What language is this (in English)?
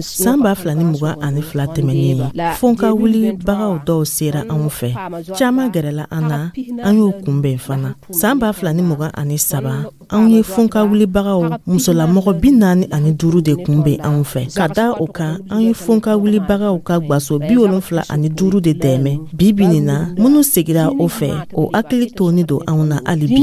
Dyula